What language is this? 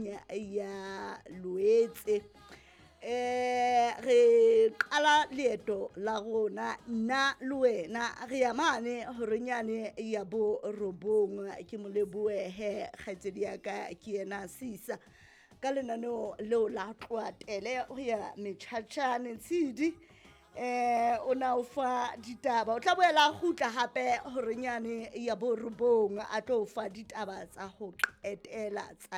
Southern Sotho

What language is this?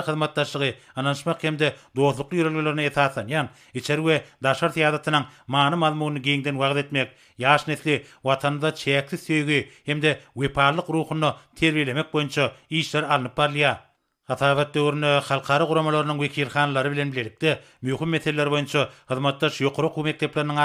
Turkmen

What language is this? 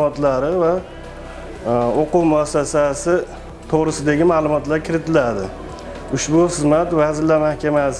Uzbek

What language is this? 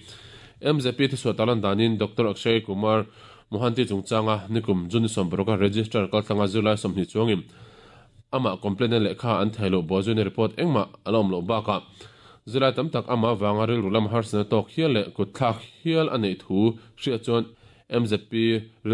Mizo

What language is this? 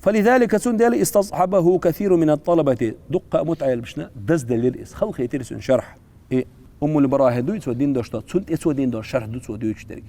Chechen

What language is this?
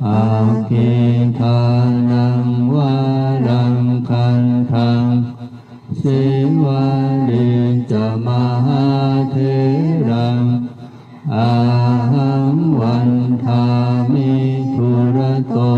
Pali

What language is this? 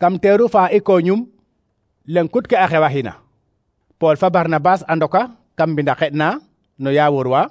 Serer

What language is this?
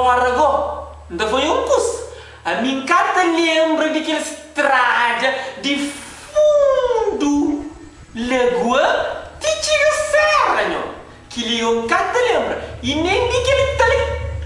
Kabuverdianu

